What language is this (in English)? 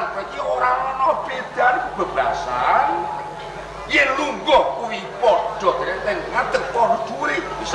Javanese